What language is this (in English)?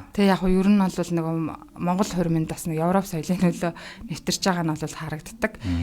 Mongolian